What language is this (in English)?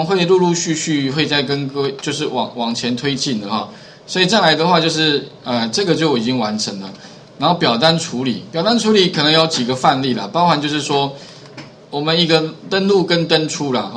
Chinese